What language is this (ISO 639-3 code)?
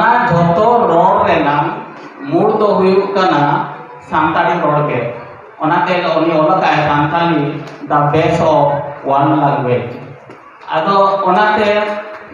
sat